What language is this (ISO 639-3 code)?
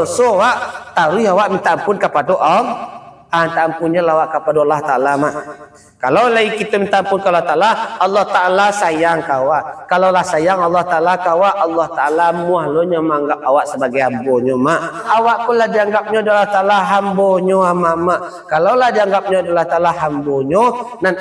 min